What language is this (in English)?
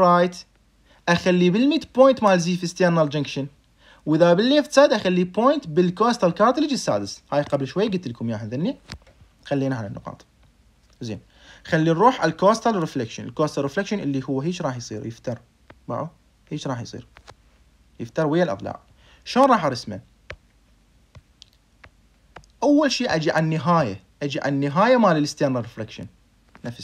Mesopotamian Arabic